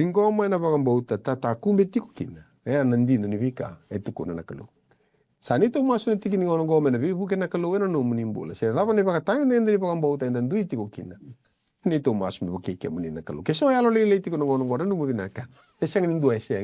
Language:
Fijian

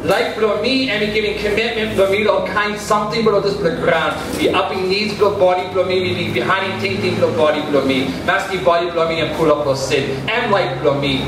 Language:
Tok Pisin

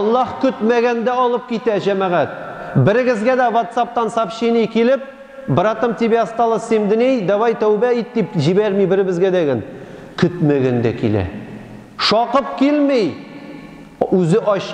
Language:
Tatar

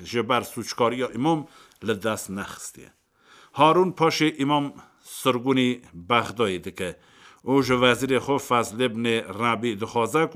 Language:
Kurdish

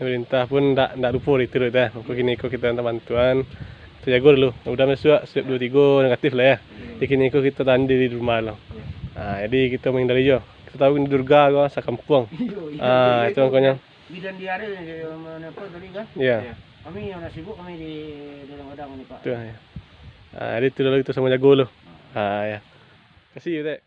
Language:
Minangkabau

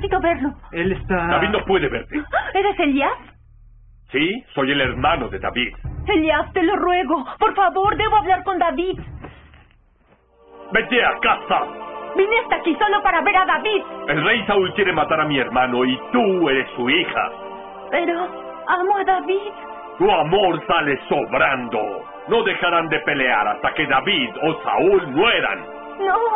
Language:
Spanish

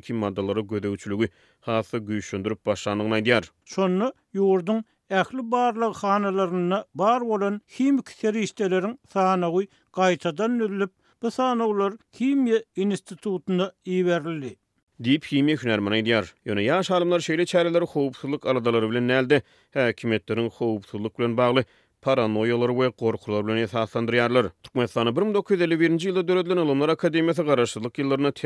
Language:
Turkmen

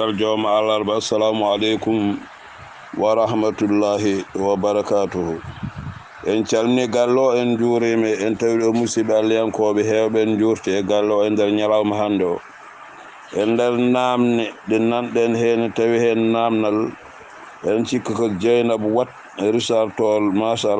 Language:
Fula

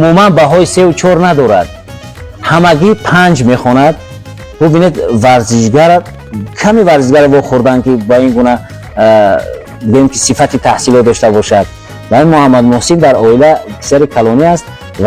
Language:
Tajik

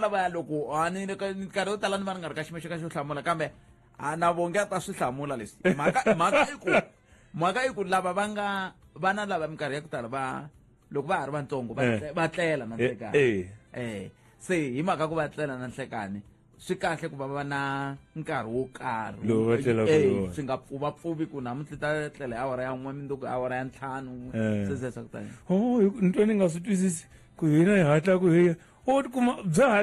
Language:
Tsonga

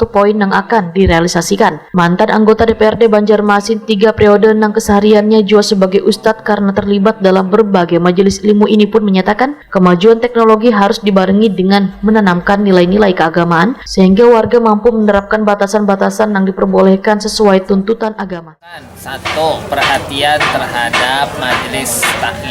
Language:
Banjar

